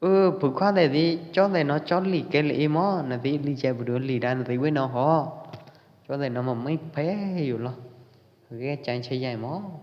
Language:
Pwo Eastern Karen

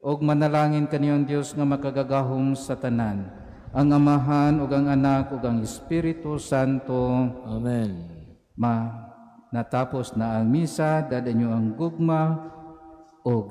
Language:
Cebuano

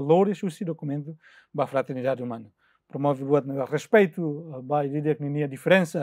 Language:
Tetum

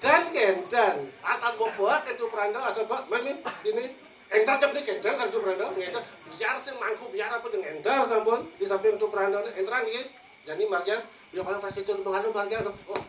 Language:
Balinese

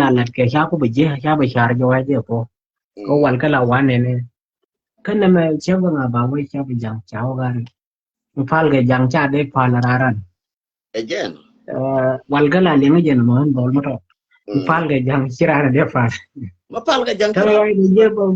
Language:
Nuer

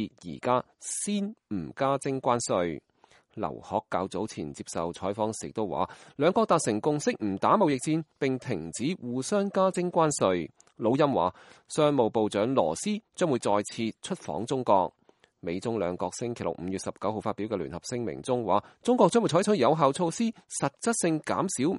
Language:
Cantonese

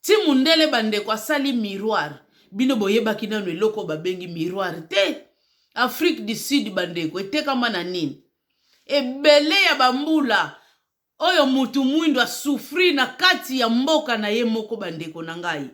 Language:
Lingala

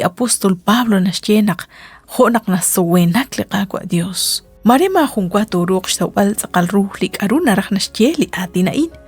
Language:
Kekchí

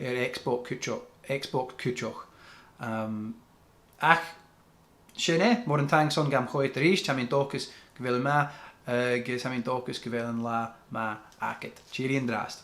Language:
Scottish Gaelic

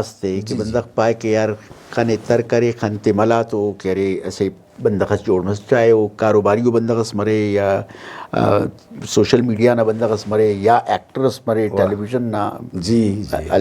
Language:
Brahui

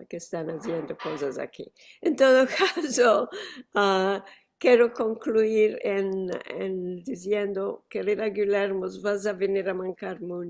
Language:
Ladino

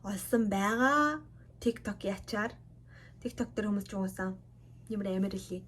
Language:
Mongolian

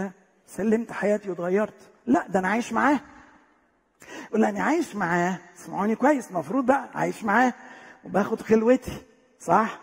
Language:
Egyptian Arabic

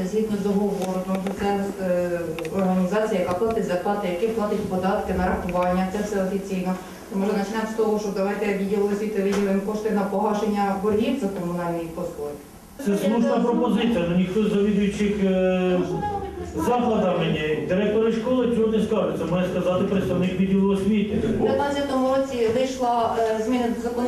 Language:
Ukrainian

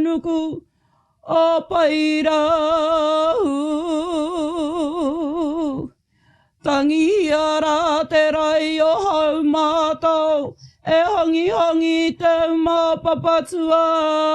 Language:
Māori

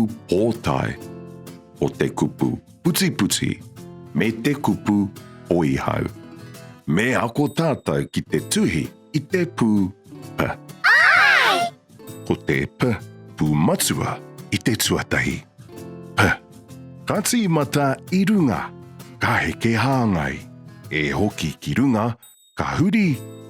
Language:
Māori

